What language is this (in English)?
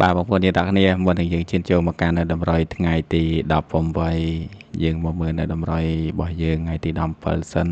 Khmer